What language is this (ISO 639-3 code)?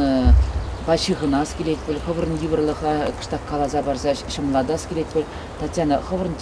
chv